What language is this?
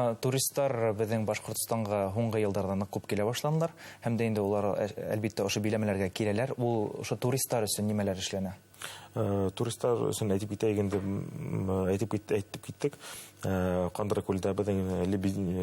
Bashkir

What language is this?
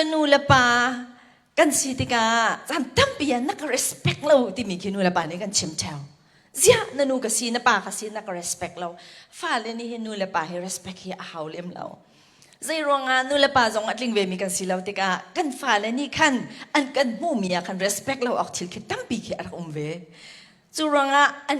Hakha Chin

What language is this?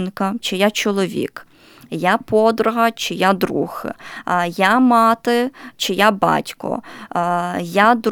Ukrainian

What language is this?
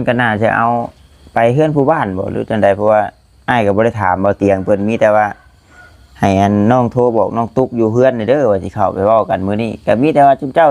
Lao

